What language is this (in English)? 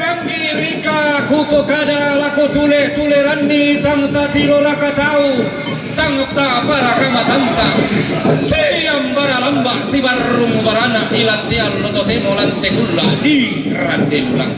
Toraja-Sa'dan